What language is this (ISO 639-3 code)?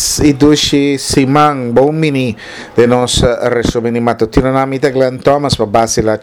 pap